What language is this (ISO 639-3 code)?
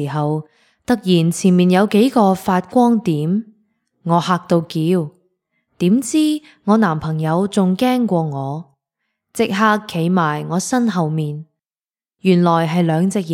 yue